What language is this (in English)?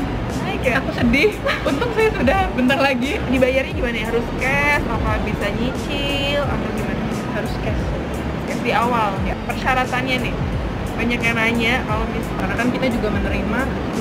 Indonesian